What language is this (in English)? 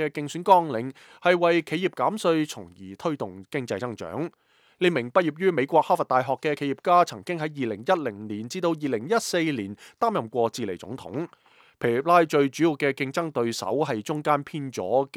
Cantonese